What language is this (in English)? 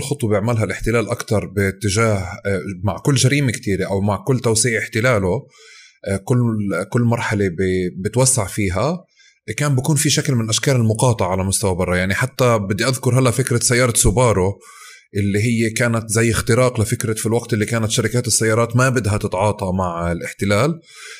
North Levantine Arabic